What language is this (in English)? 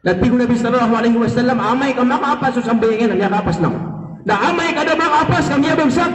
Maranao